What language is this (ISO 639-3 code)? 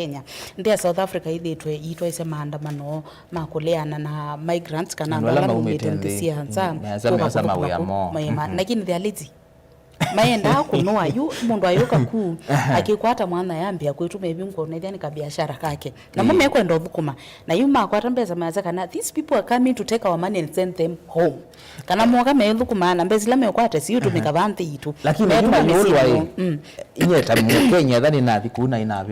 kam